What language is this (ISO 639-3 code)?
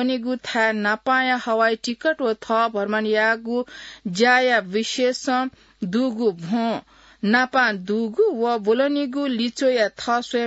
new